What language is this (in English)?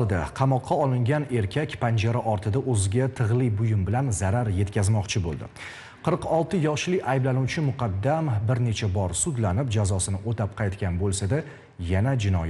Uzbek